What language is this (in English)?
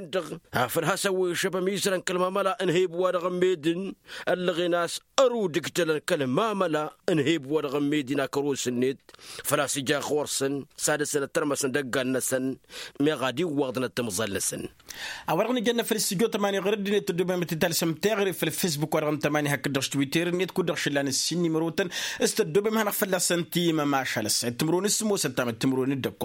Tamasheq